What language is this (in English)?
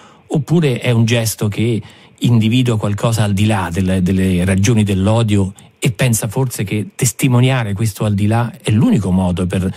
Italian